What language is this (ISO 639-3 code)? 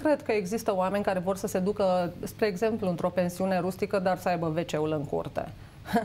ron